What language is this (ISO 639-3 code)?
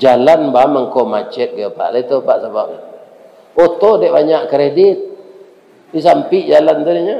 min